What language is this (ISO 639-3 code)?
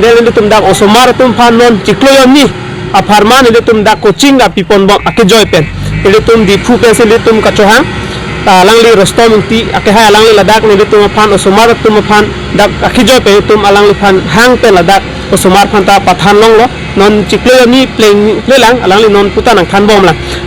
mjw